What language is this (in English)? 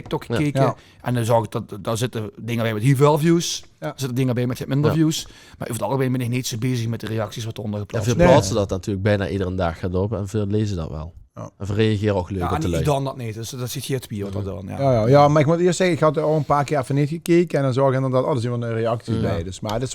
Limburgish